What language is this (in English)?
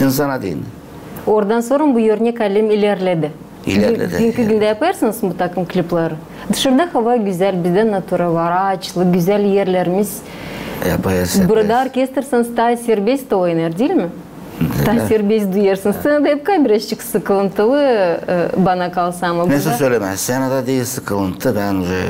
Gagauz